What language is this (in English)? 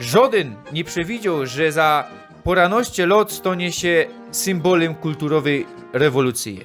Silesian